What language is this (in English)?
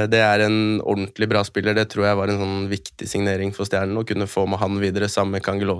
Norwegian